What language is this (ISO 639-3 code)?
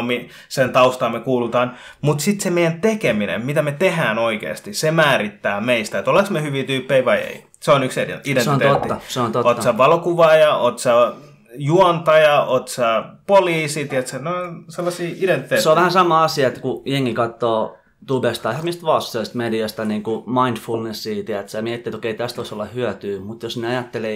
fin